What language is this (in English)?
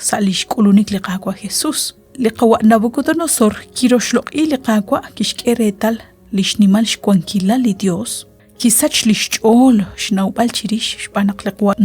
Kekchí